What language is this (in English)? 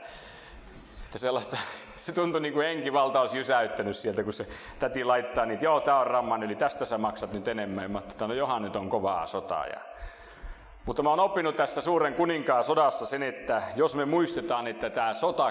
Finnish